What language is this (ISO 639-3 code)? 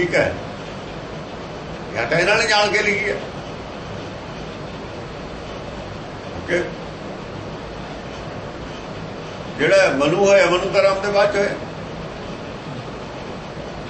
pan